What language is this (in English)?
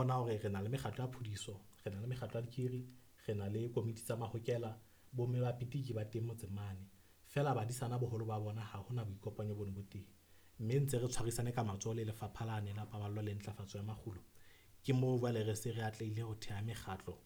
Southern Sotho